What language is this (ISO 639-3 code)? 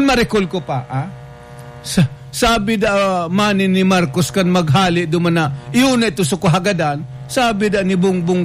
bik